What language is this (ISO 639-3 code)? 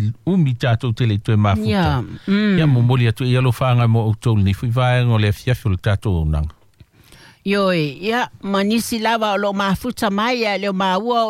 smo